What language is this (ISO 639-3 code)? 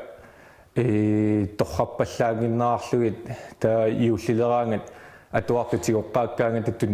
kal